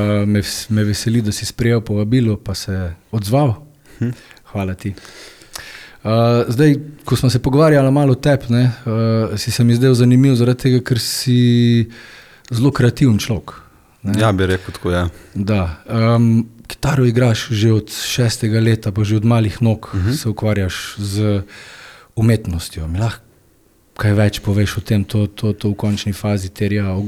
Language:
Slovenian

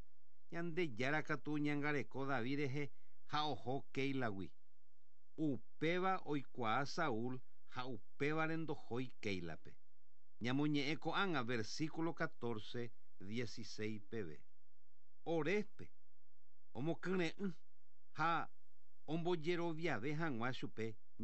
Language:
Guarani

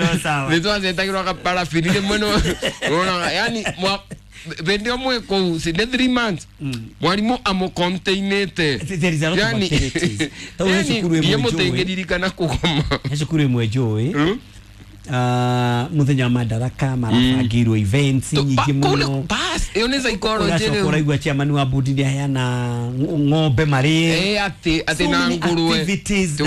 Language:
Kikuyu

